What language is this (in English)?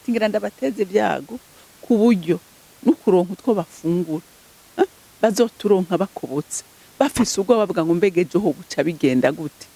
Rundi